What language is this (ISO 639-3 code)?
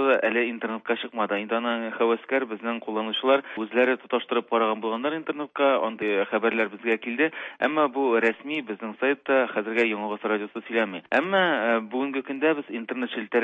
tat